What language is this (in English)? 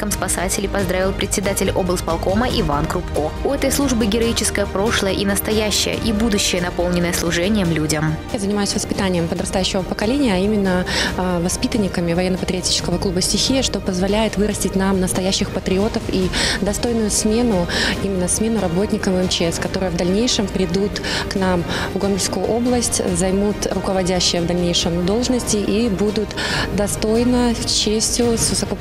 Russian